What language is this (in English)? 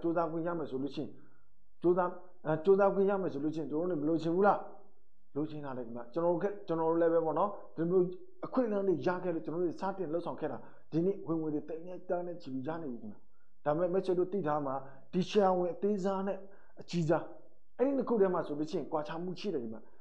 Burmese